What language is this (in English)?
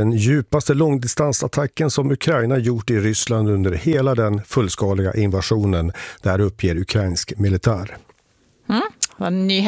Swedish